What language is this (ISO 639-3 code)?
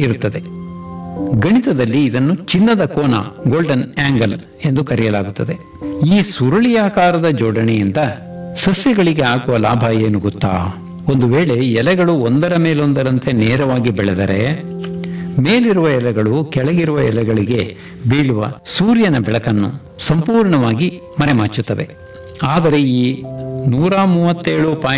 kan